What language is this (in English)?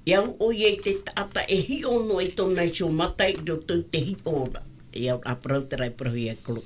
Tahitian